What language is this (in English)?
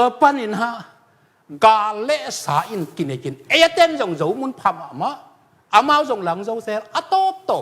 Tedim Chin